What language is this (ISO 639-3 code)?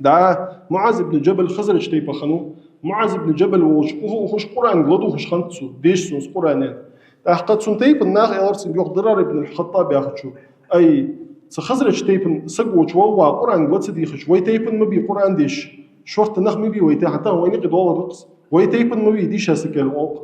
inh